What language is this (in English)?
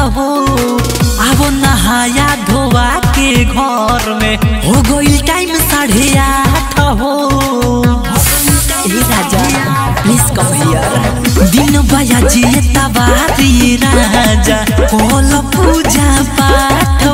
Bhojpuri